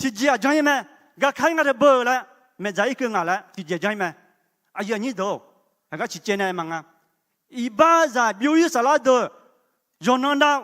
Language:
Akha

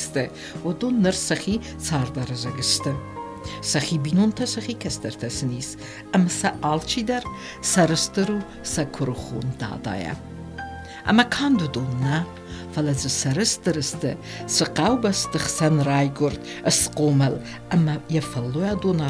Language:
Ossetic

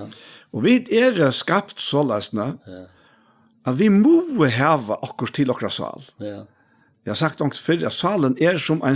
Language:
Faroese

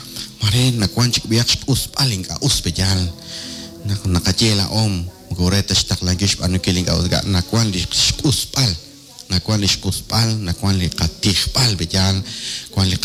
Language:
Kekchí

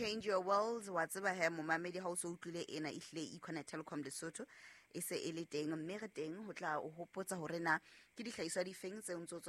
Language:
Southern Sotho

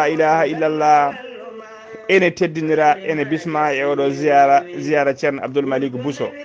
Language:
Fula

